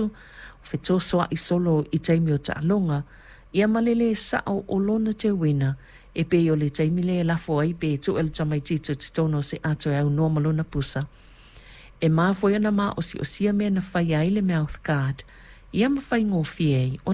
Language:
Samoan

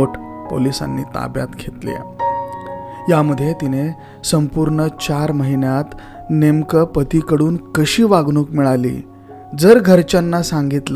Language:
Marathi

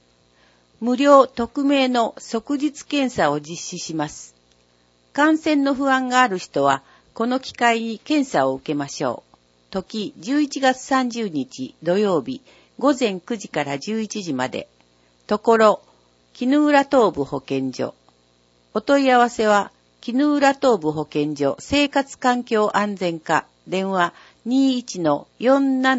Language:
Japanese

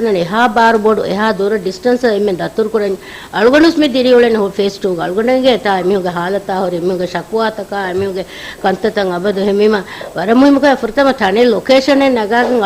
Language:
Divehi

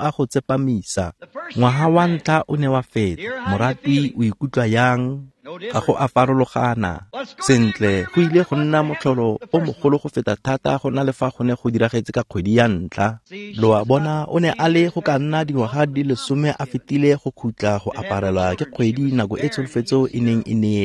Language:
Tswana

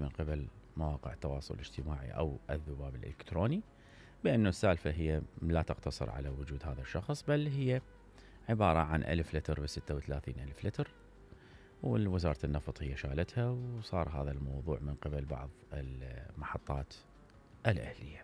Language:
Mesopotamian Arabic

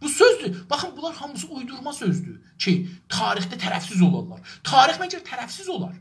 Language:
South Azerbaijani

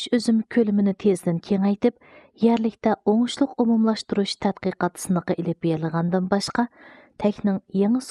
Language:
Uyghur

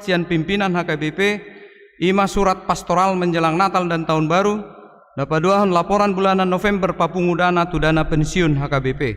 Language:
Batak Toba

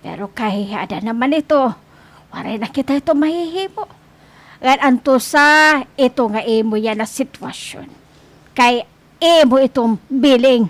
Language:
Waray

